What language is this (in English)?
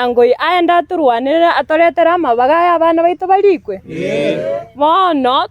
Gusii